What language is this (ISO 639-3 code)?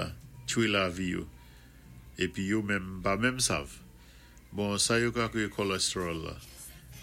acf